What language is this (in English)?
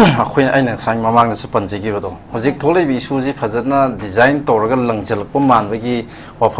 Manipuri